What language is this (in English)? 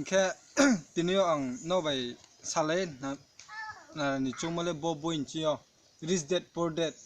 Riang (India)